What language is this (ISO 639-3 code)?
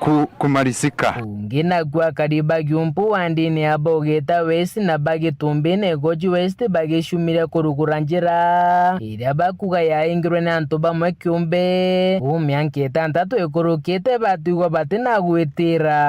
mer